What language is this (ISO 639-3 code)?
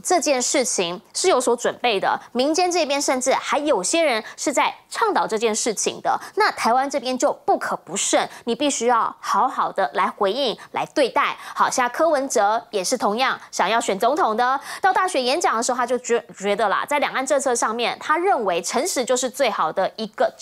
zho